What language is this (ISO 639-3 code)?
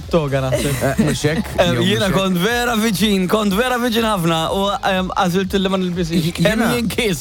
mlt